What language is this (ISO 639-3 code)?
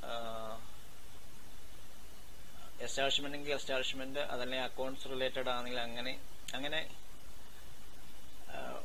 mal